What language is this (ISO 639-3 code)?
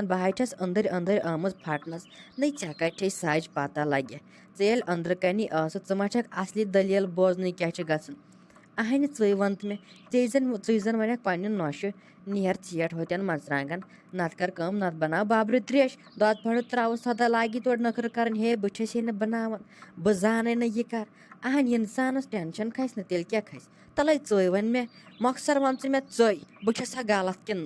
kas